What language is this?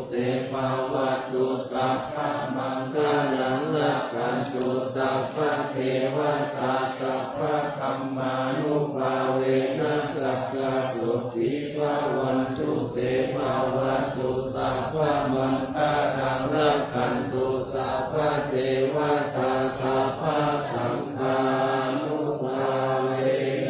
Pali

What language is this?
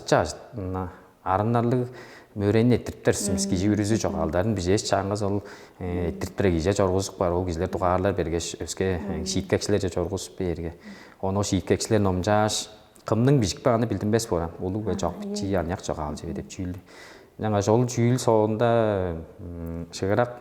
Tuvinian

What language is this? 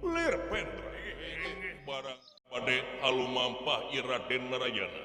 Sundanese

